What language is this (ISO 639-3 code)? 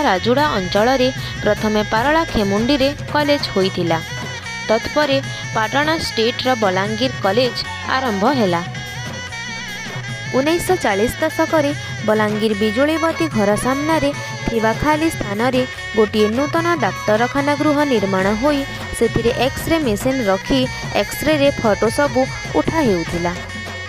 ori